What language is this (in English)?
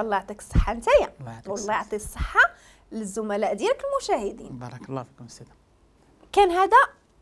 Moroccan Arabic